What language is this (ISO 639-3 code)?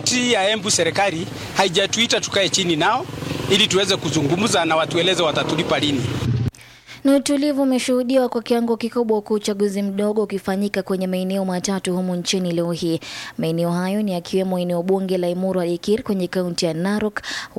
swa